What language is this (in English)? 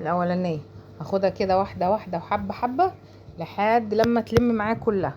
Egyptian Arabic